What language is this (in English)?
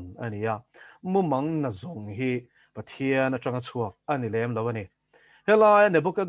Mizo